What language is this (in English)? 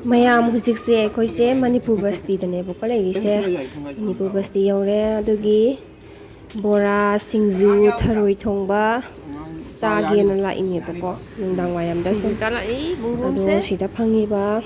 Manipuri